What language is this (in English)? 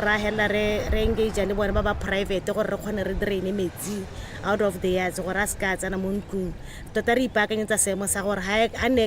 Tswana